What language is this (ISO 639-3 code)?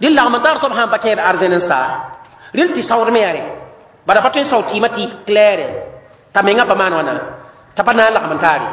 mos